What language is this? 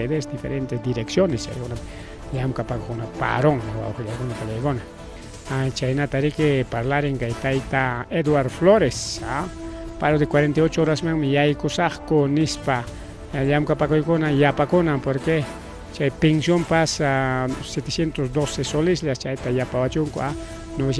Ayacucho Quechua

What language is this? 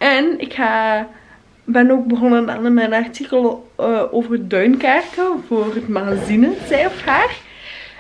Dutch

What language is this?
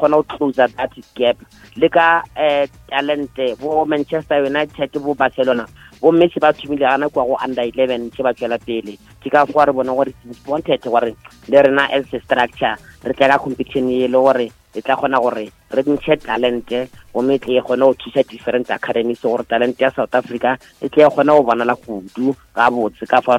Northern Sotho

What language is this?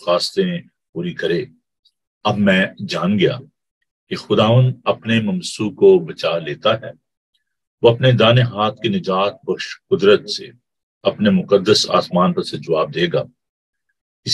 Urdu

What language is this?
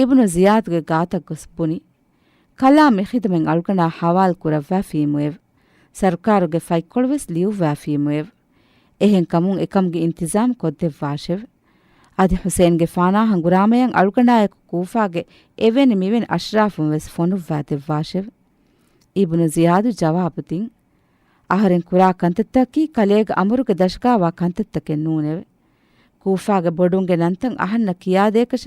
Divehi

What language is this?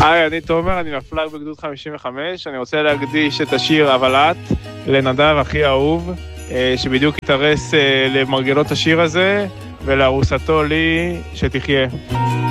Hebrew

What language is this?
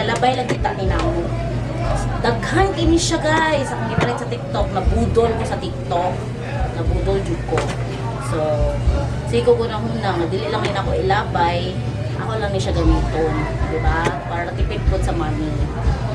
Cebuano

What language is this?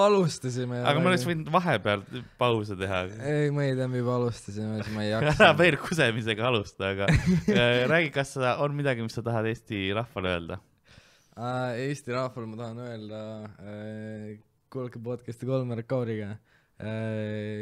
Estonian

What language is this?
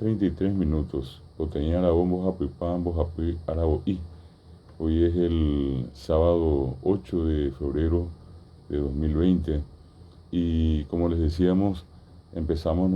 Guarani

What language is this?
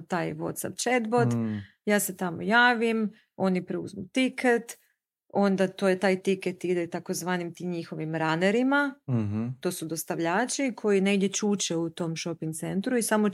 Croatian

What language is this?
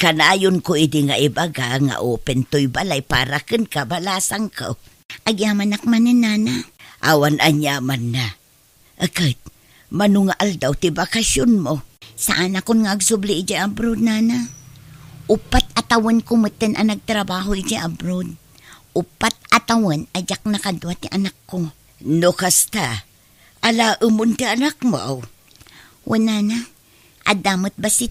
Iloko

